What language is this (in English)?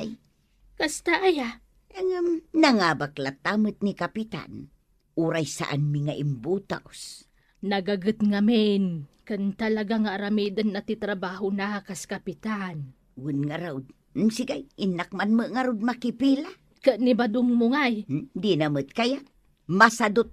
Iloko